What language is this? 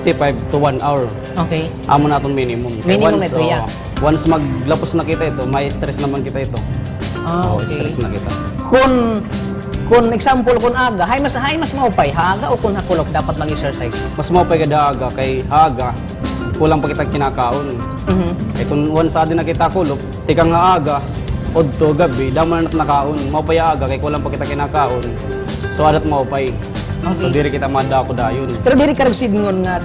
Waray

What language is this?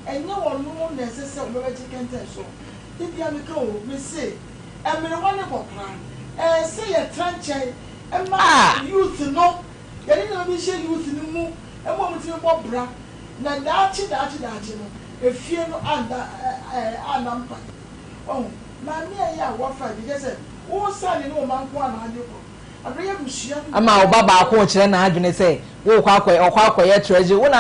Akan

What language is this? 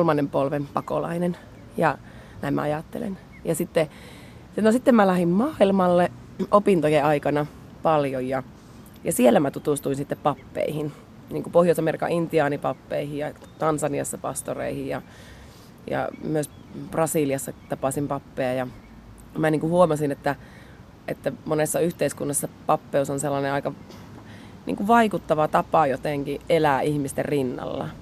Finnish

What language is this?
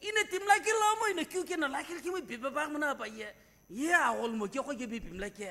Sumi Naga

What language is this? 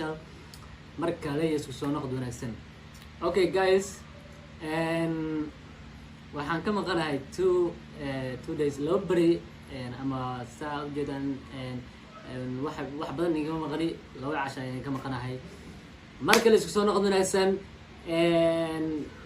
Somali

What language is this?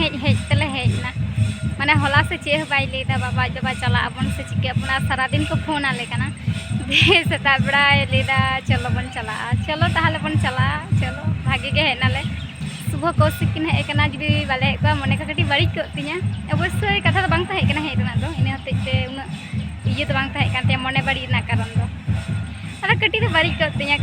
Santali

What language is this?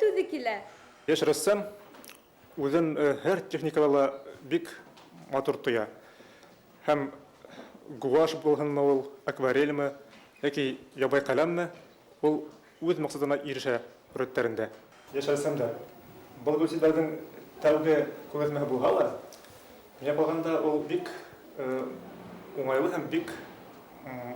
Bashkir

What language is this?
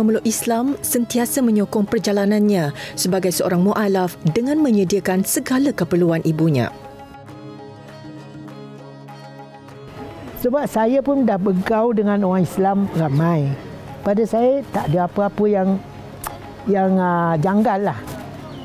Malay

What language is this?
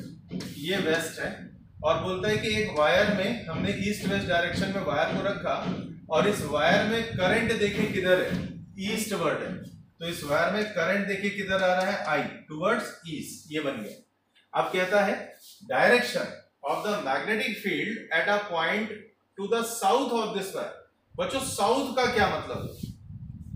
Hindi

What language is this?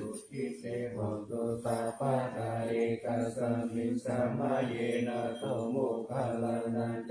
Pali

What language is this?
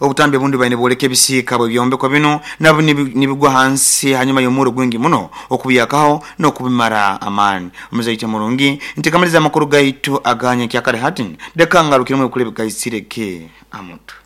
Nyoro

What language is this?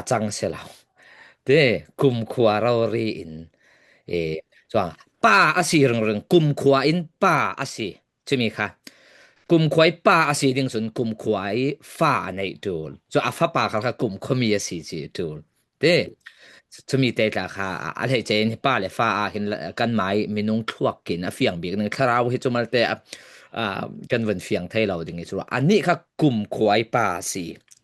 Falam Chin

